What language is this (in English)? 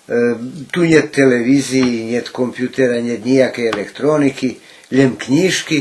Rusyn